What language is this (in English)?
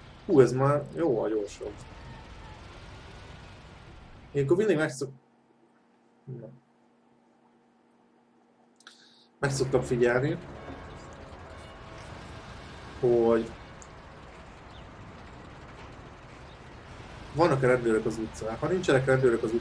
Hungarian